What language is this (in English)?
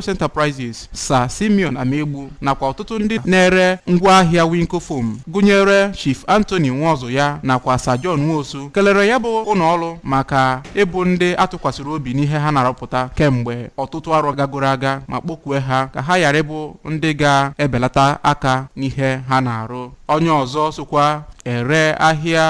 Igbo